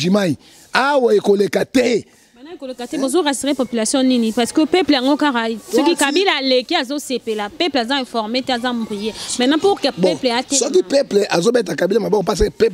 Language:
Lingala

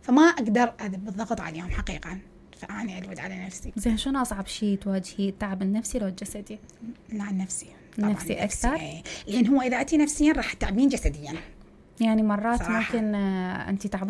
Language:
Mesopotamian Arabic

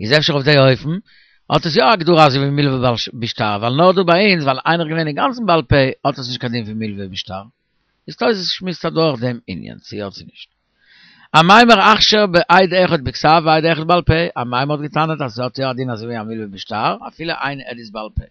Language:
Yiddish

